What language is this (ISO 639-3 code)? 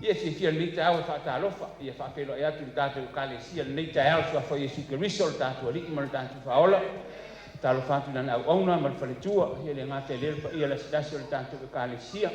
smo